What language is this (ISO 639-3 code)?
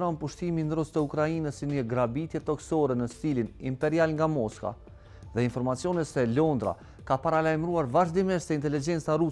sqi